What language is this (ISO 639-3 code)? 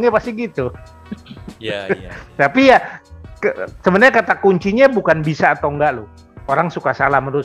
ind